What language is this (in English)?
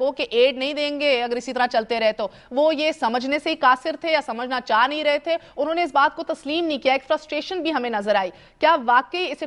Urdu